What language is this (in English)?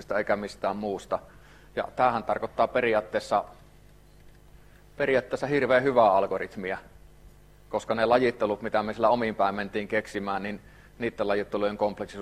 Finnish